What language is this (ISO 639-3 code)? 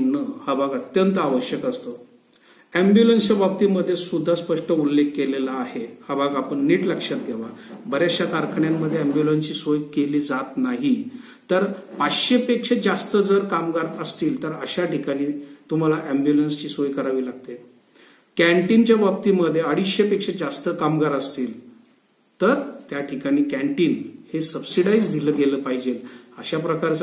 mar